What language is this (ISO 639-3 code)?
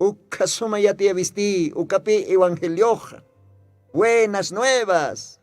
aym